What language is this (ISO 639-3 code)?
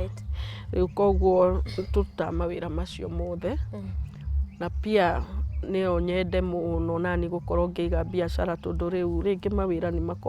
kik